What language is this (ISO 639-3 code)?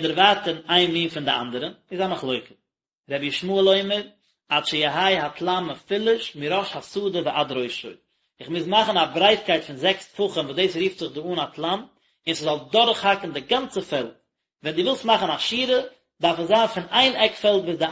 yid